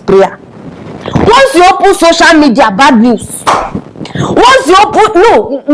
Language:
Nigerian Pidgin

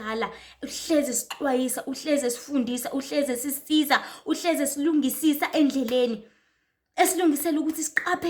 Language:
Zulu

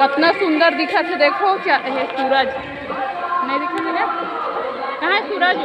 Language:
Chhattisgarhi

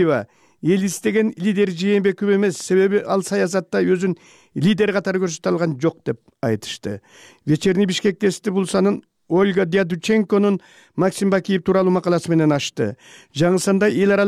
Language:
Kyrgyz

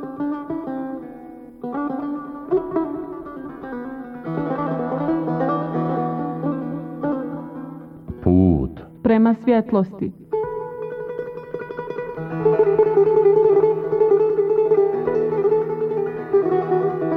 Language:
Bosnian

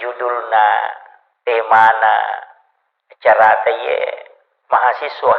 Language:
Buginese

